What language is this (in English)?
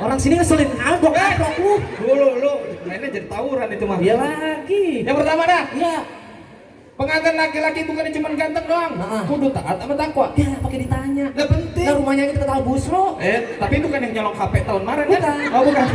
Betawi